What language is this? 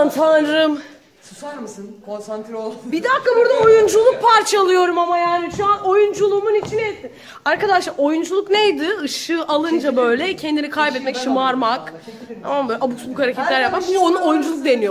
Turkish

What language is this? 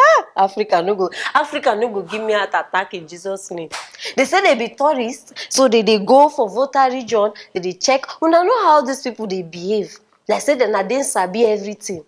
Nigerian Pidgin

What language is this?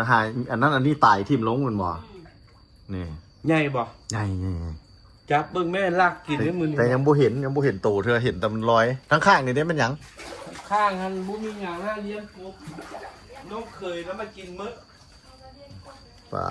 Lao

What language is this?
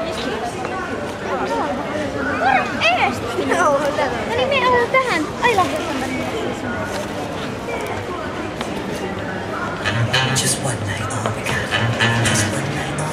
Finnish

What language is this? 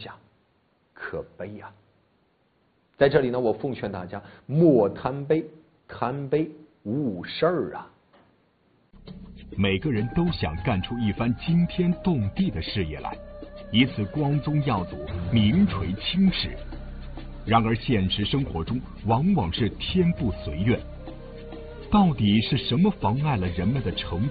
Chinese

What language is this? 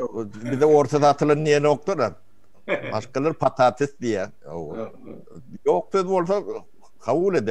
Turkmen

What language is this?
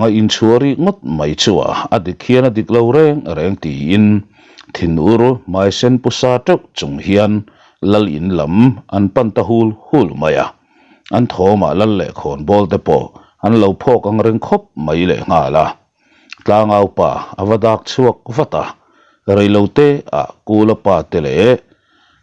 Mizo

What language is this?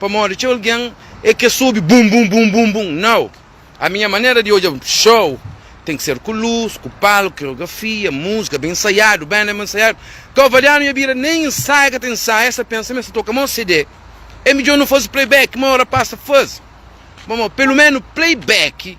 Kabuverdianu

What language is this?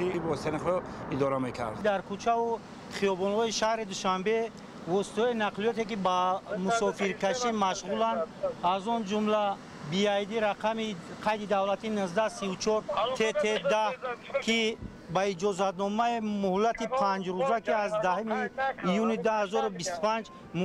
Tajik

